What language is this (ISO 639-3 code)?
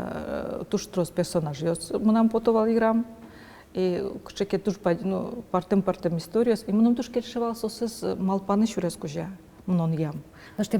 udm